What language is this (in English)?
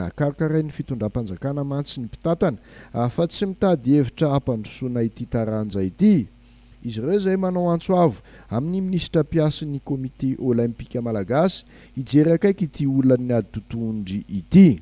Malagasy